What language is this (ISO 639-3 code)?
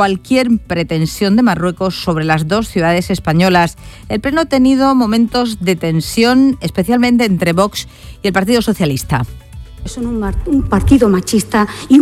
spa